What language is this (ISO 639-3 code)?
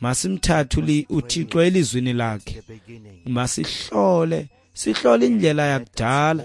xho